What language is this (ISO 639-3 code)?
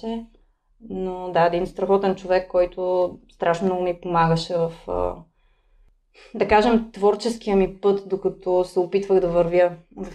bul